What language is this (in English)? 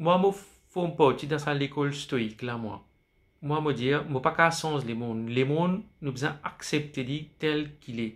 Morisyen